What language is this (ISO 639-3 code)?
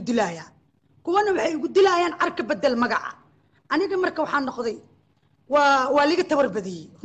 som